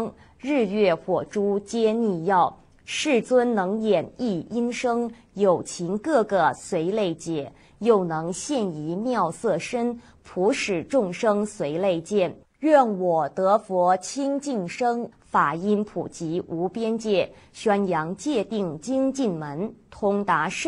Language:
Chinese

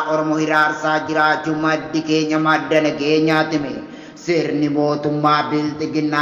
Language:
Oromo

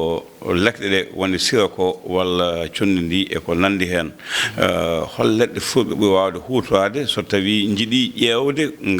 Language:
Fula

